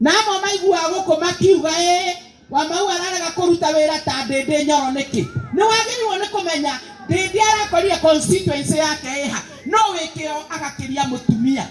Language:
Kikuyu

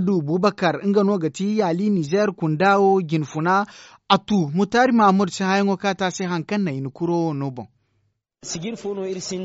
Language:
Zarma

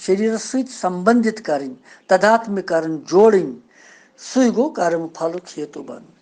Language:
Kashmiri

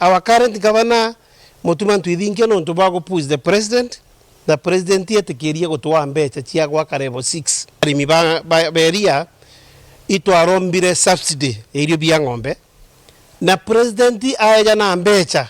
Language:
Meru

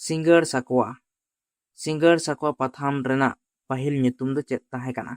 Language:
Santali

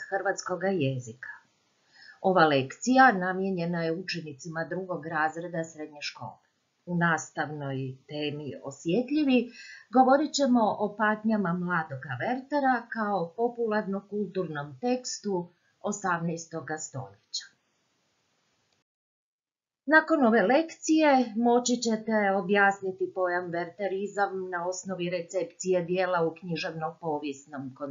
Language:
Croatian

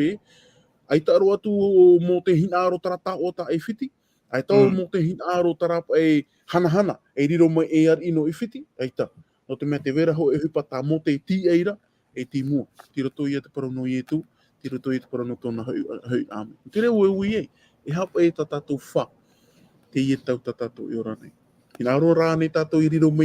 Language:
Tahitian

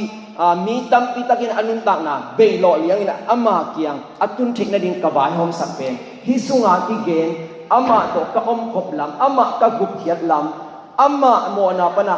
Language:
Tedim Chin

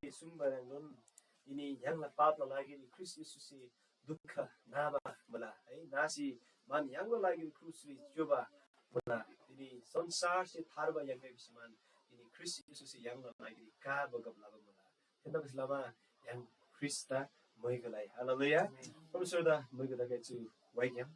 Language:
Eastern Tamang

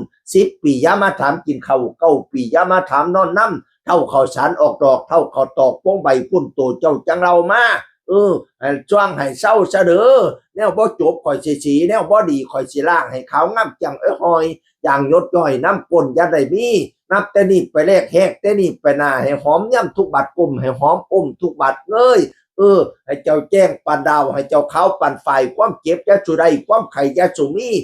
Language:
Northeastern Thai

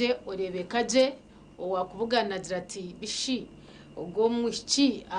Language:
Nyankole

